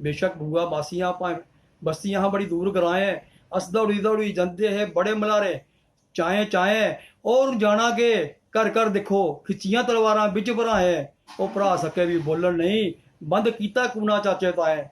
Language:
Dogri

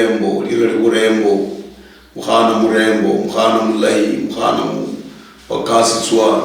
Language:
Luyia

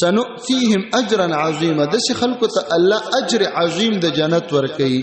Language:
Pashto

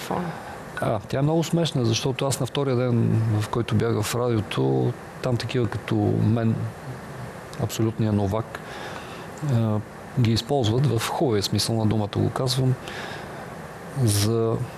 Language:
Bulgarian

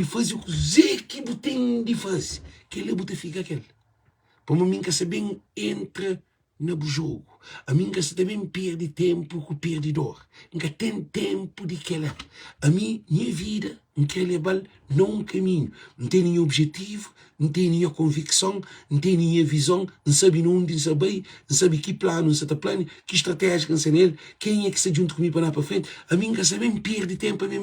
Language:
Kabuverdianu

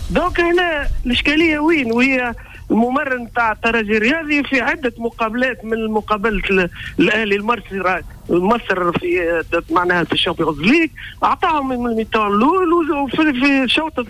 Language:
Tunisian Arabic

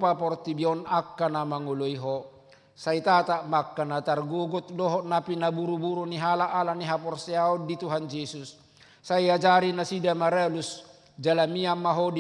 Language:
Batak Toba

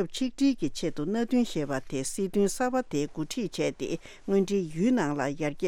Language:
Tibetan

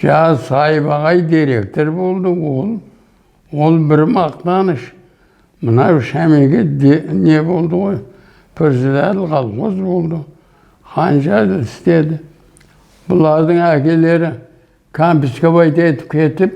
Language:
Kazakh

